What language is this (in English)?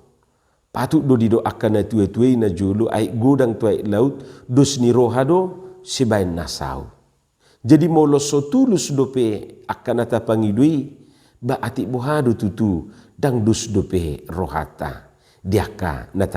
Batak Toba